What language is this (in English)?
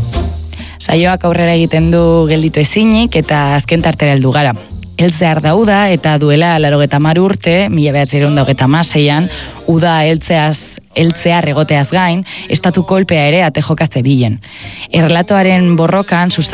Basque